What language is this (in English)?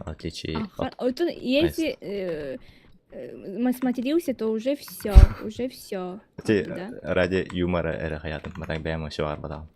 Yakut